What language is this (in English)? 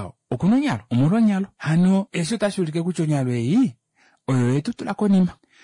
Kuanyama